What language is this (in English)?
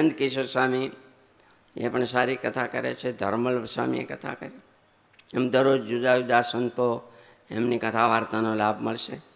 Gujarati